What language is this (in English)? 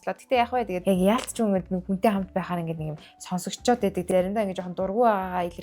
Mongolian